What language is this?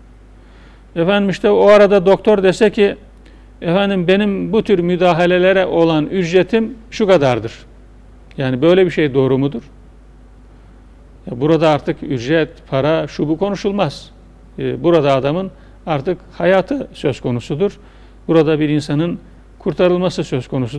Turkish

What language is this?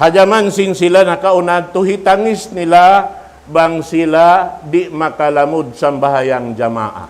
Tausug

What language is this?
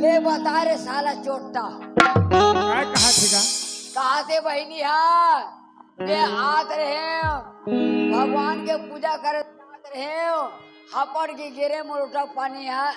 Chhattisgarhi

